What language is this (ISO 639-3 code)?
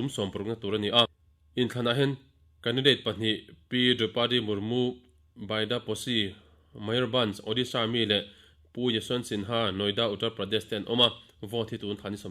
lus